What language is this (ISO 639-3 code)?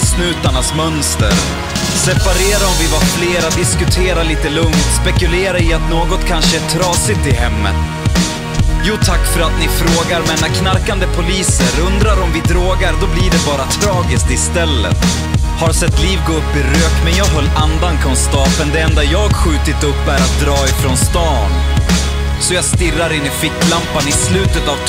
swe